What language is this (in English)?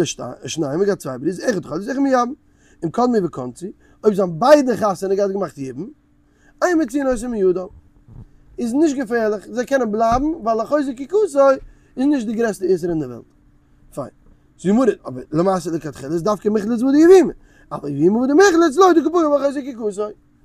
Yiddish